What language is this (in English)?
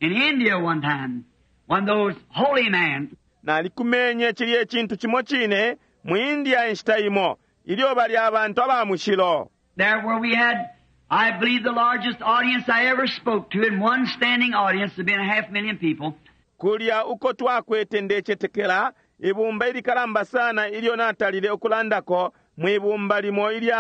Bemba